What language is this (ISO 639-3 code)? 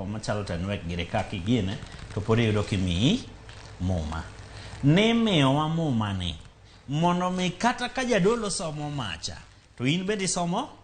luo